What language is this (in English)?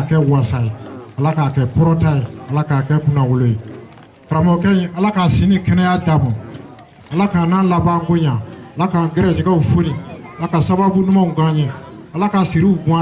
Bambara